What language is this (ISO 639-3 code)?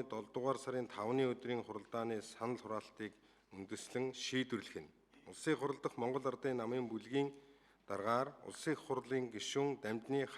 mon